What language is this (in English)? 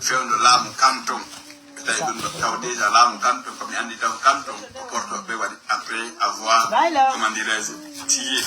Fula